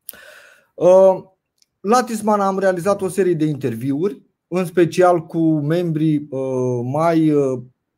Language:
Romanian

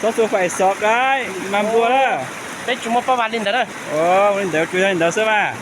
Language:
Hmong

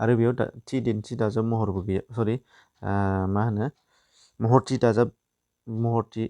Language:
Bodo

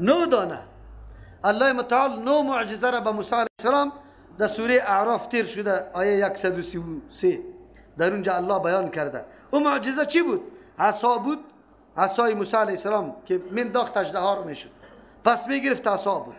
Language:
Persian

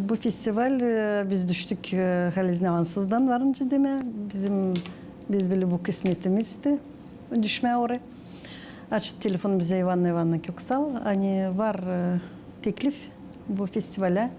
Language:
Gagauz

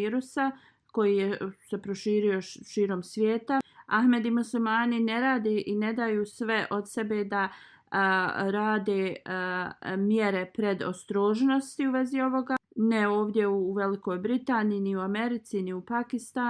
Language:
Bosnian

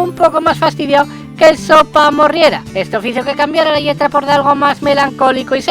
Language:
Asturian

